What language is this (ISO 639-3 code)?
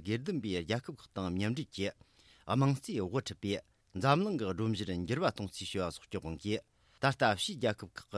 bod